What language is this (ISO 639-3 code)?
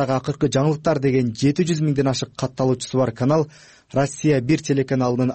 kir